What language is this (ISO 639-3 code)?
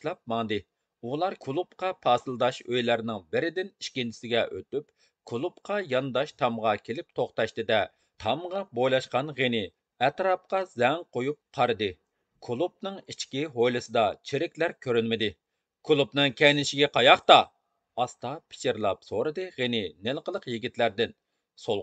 uig